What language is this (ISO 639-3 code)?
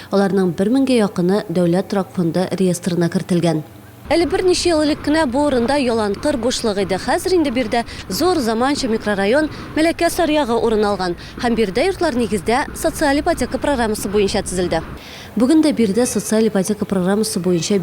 tat